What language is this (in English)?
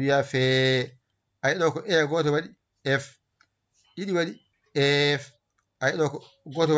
Fula